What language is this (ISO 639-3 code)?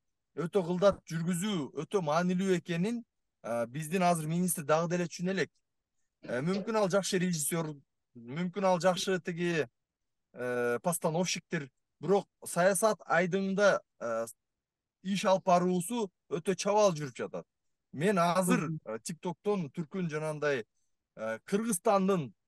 kir